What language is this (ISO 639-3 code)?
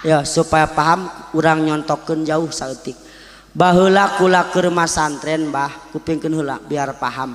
sun